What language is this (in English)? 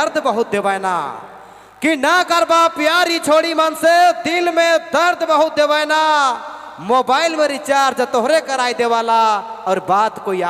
Sadri